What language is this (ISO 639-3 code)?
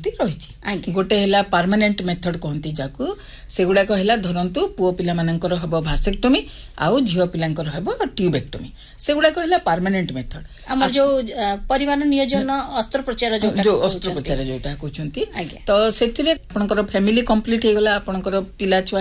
ori